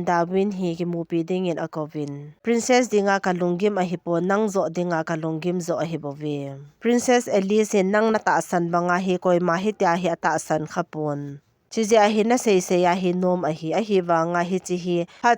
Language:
Thado Chin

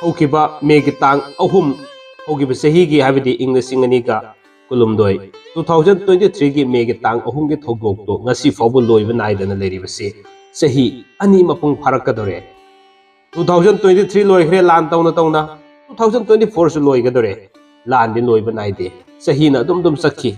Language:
Manipuri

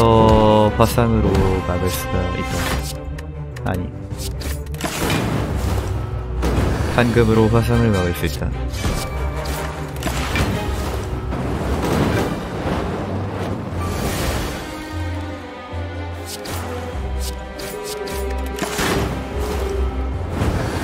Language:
Korean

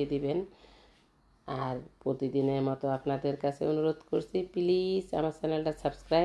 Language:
Bangla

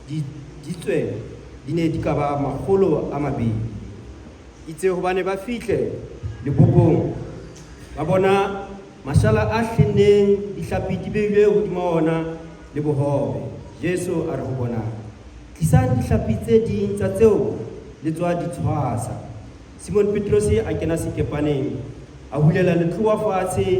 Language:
Southern Sotho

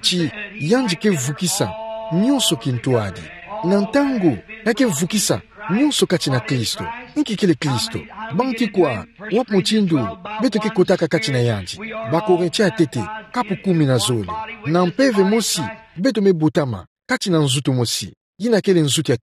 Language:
Kituba (Democratic Republic of Congo)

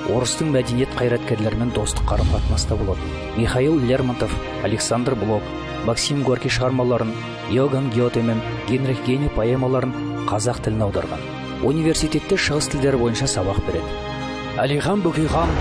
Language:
Kazakh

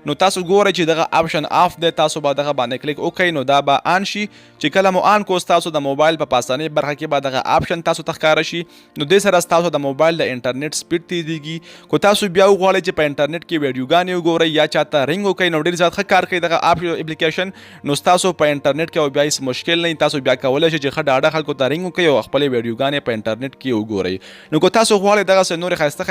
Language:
Pashto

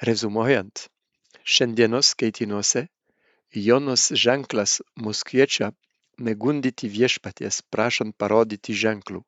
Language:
Lithuanian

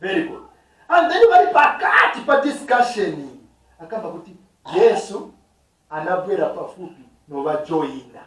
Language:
Nyanja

